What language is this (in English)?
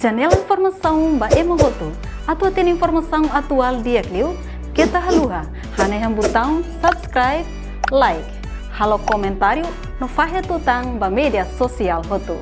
Tetum